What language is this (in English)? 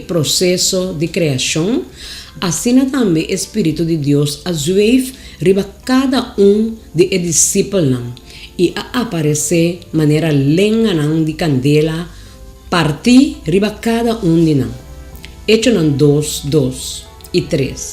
Papiamento